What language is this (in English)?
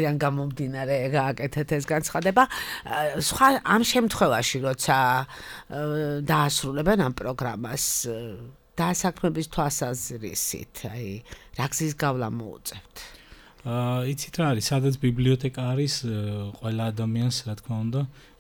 Georgian